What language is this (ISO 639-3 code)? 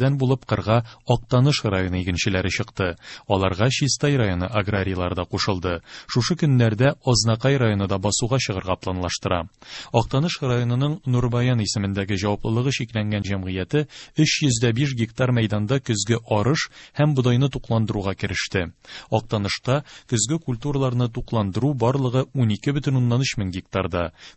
tat